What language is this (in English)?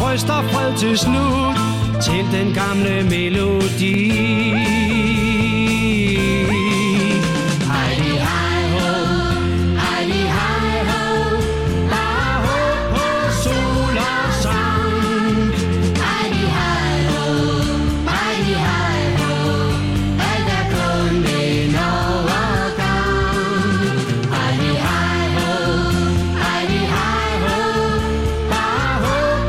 Danish